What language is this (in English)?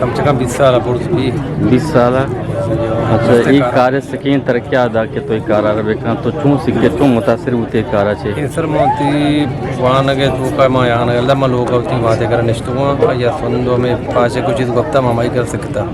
Eastern Balochi